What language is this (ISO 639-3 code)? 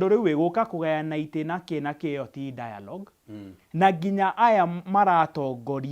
kik